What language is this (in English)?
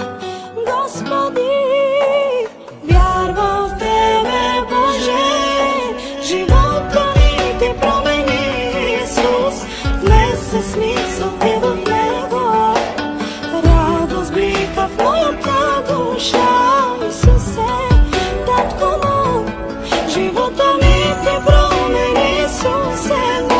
Bulgarian